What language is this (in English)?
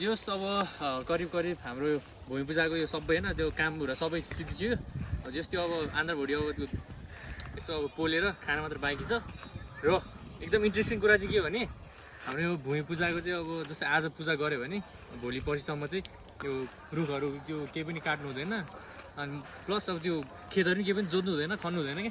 Nepali